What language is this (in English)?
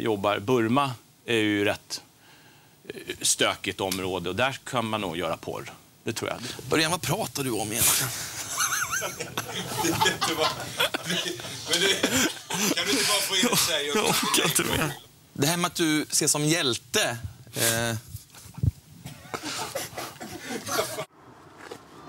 Swedish